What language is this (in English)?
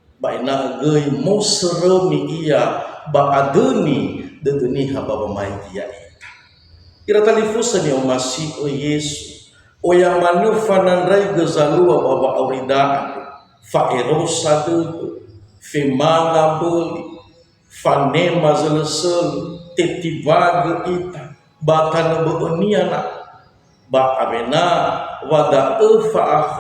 Nias